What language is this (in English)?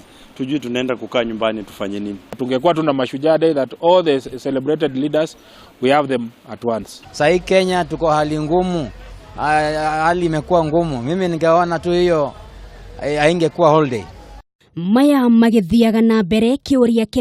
Kikuyu